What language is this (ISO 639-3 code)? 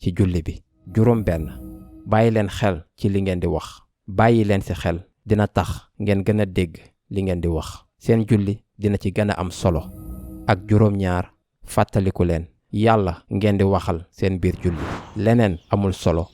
wol